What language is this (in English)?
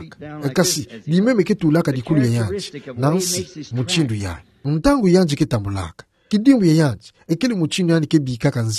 Kituba (Democratic Republic of Congo)